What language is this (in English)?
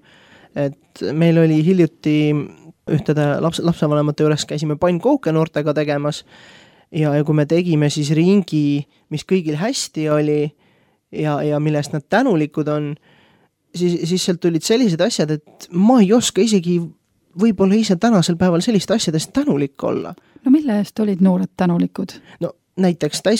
Estonian